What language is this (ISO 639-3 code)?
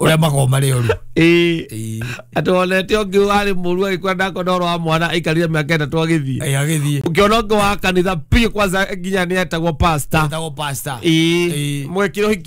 kik